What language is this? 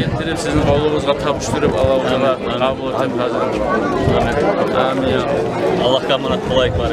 Kumyk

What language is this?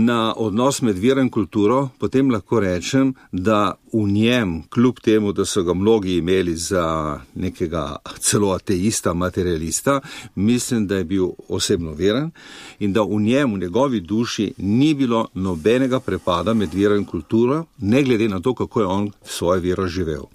Slovenian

